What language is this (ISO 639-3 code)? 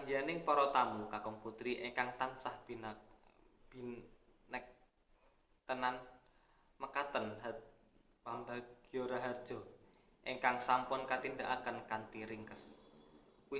jav